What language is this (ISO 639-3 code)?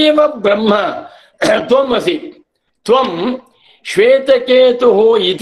san